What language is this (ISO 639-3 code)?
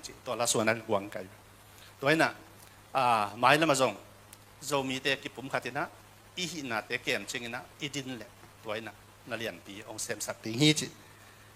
ctd